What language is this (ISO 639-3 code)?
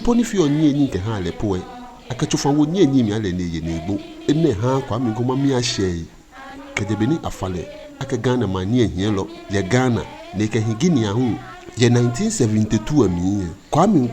gaa